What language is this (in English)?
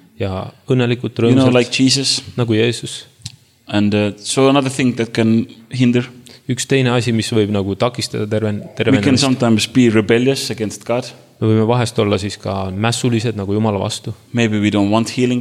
Estonian